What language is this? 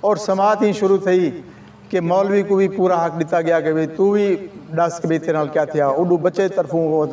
Saraiki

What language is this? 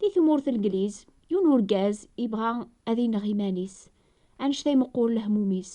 Kabyle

